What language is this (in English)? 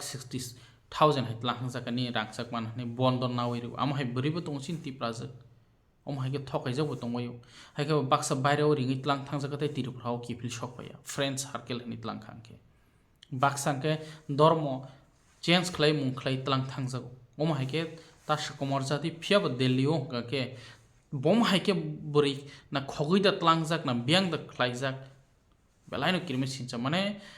Kok Borok